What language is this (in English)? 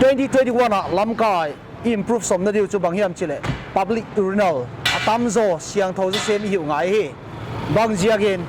Paite Chin